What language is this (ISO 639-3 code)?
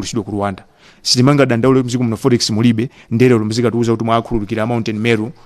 nya